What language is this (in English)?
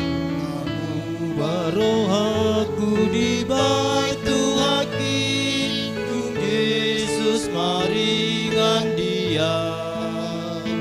Batak Toba